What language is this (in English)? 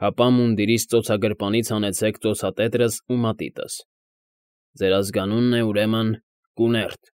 Armenian